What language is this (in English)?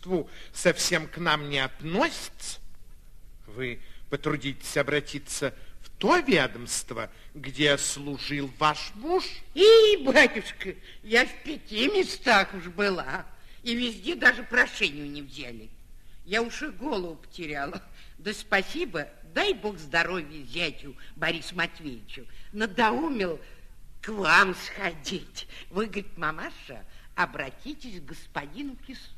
Russian